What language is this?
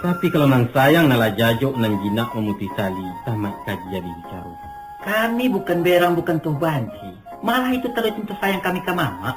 Minangkabau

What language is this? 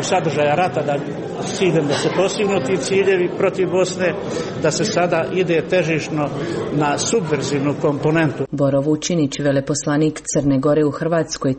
Croatian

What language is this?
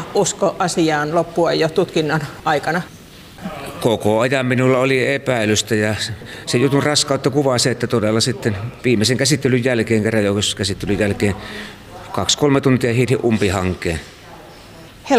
Finnish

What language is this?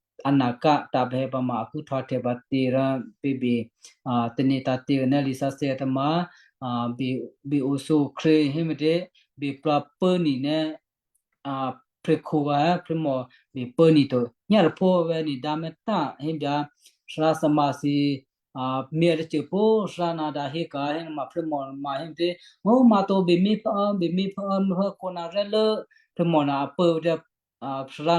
Western Kayah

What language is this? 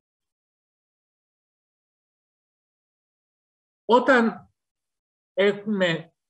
Greek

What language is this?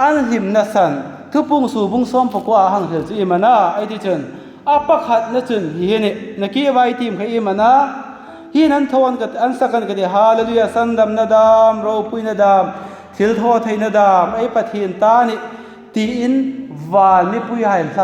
Hmar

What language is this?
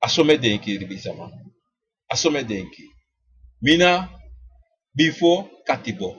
Sranan Tongo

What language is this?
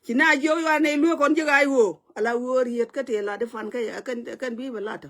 Nuer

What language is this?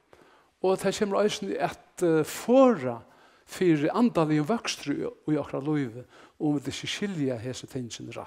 Faroese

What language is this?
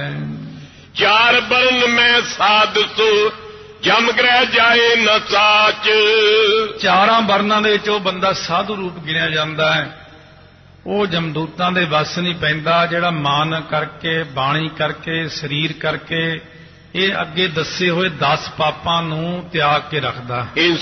Punjabi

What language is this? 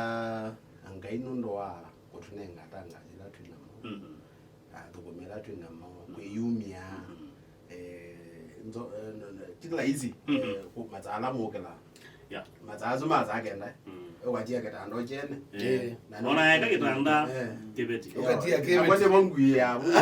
Kamba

